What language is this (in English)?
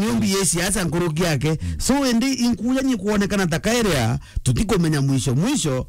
Meru